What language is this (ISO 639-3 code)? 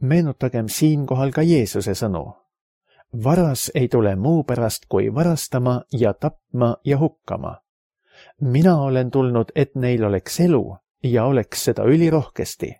est